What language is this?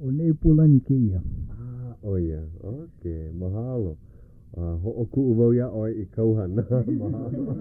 Hawaiian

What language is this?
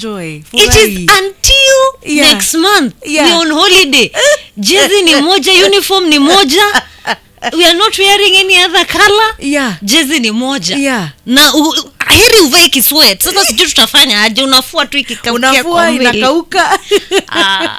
Swahili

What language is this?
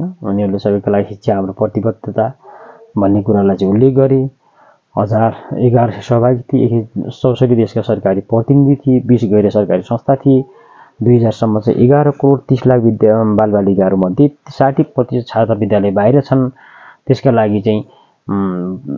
Nepali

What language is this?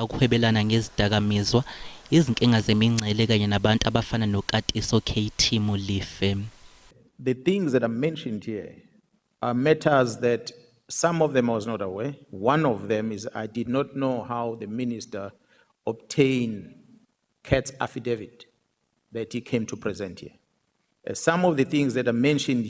Zulu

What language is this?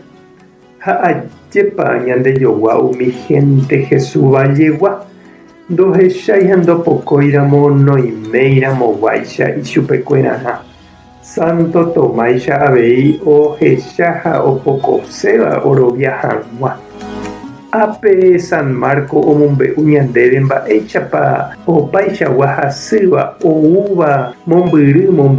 Guarani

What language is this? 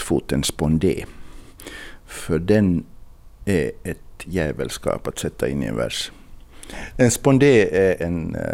Swedish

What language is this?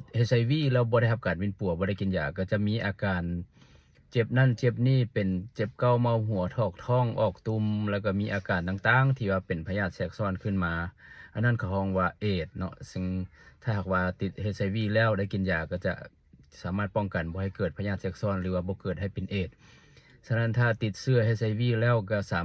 Lao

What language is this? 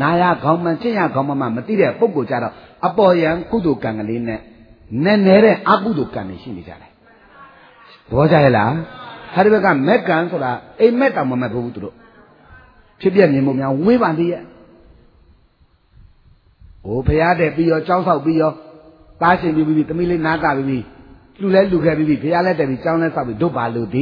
Burmese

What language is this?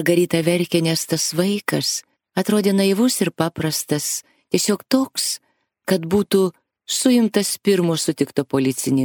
Lithuanian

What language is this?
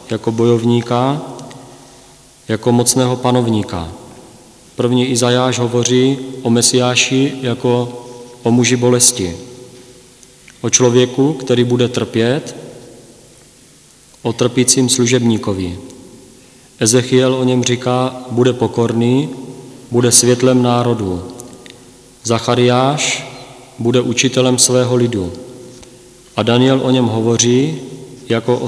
Czech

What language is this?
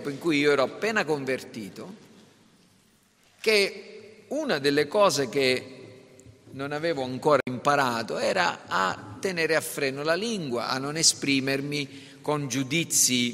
Italian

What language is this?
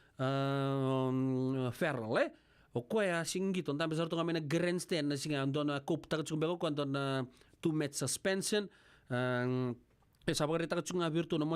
Fijian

